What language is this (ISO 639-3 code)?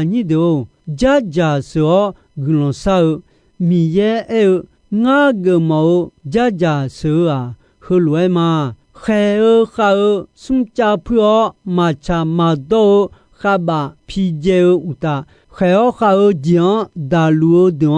ahk